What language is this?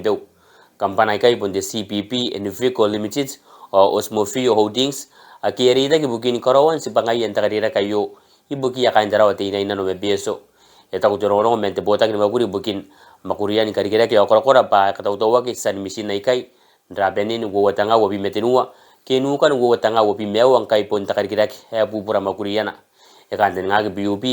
Gilbertese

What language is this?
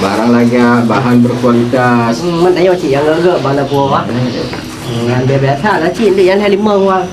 Achinese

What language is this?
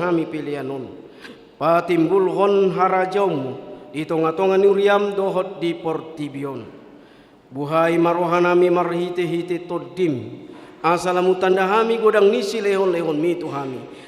Batak Toba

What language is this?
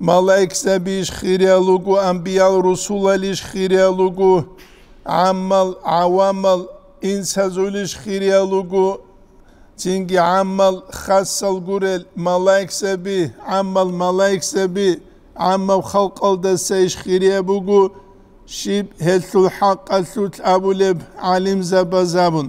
Avaric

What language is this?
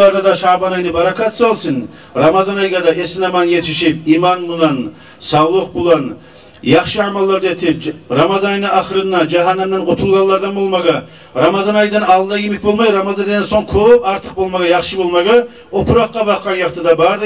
Kumyk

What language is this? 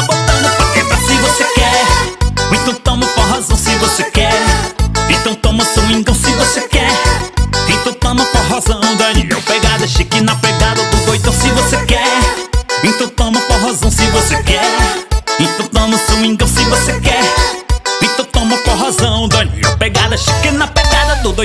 Portuguese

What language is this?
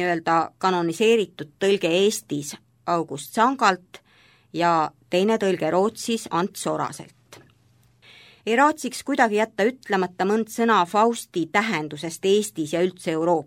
Estonian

